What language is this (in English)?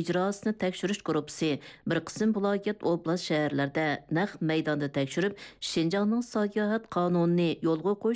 Uyghur